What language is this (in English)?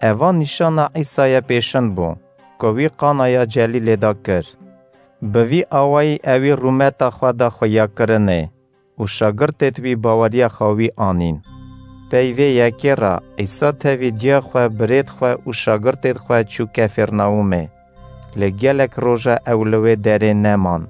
Kurdish